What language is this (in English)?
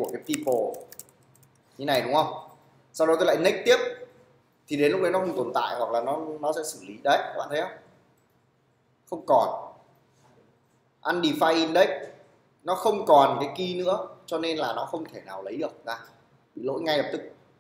Vietnamese